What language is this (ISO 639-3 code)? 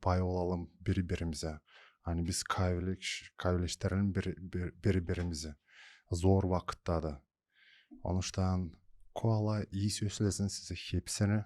gag